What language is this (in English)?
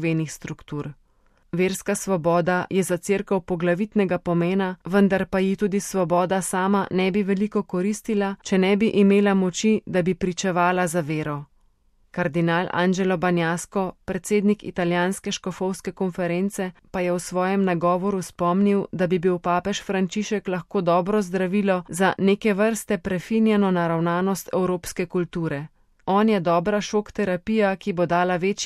Slovenian